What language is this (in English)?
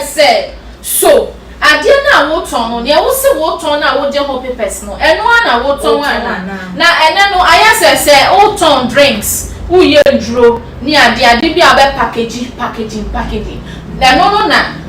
Akan